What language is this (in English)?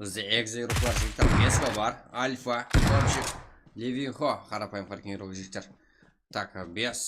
Kara-Kalpak